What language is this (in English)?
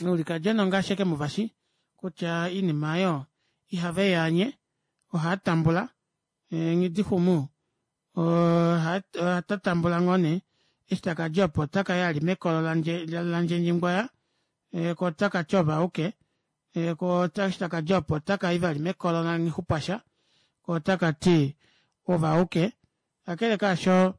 Kuanyama